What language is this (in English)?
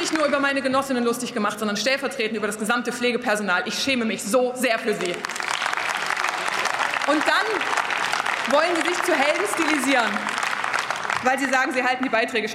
German